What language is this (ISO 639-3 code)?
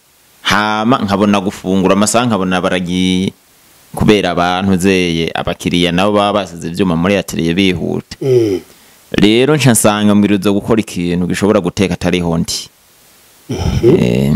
run